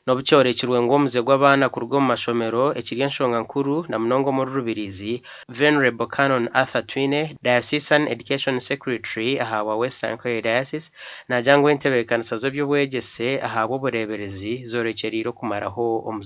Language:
Nyankole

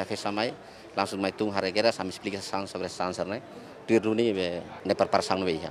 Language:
Tetum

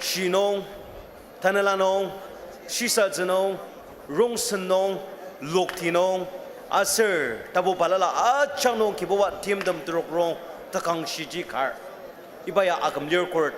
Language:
Ao Naga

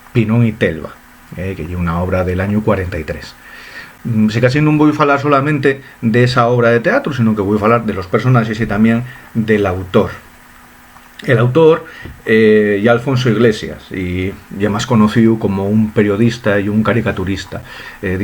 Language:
Asturian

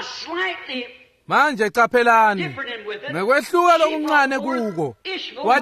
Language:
Swati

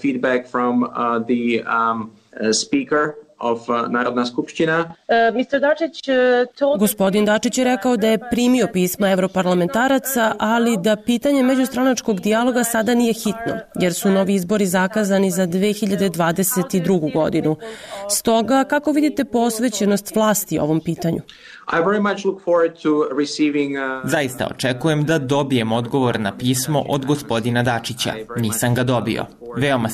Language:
Serbian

